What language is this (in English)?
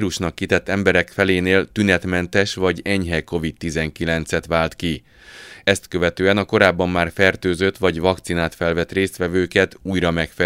Hungarian